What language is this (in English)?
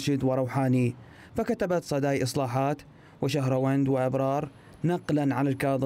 Mesopotamian Arabic